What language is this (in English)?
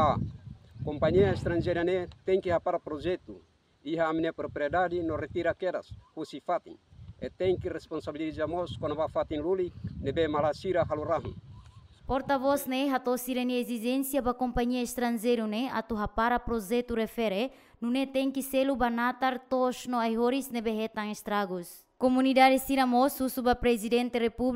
Tetum